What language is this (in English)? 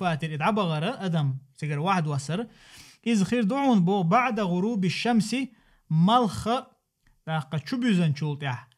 Chechen